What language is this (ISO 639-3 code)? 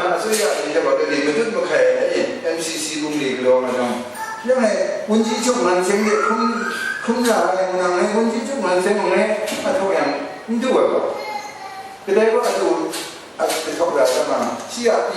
kac